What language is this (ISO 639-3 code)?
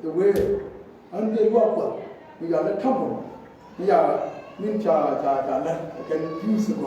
nus